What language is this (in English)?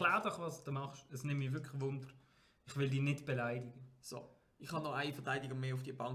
Swiss German